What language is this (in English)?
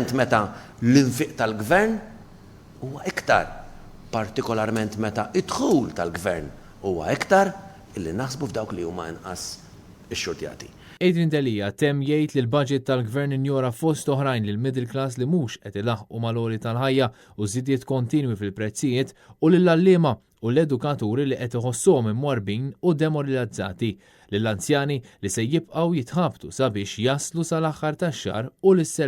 Maltese